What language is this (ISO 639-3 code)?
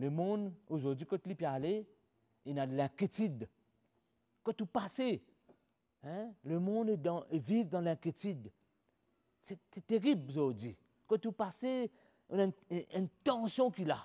mfe